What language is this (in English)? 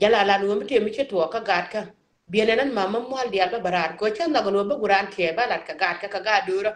Nuer